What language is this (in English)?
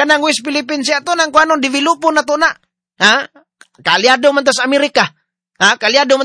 Cebuano